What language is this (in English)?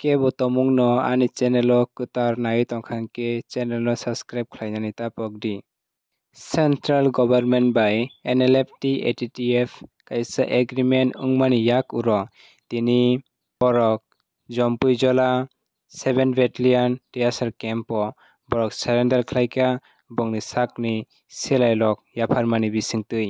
Kok Borok